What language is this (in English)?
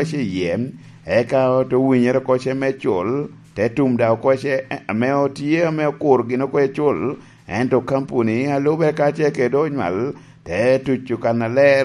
Lango (Uganda)